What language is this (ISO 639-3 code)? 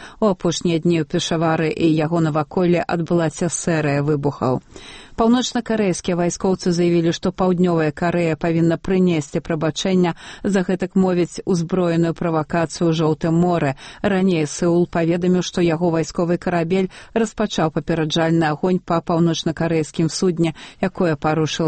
bel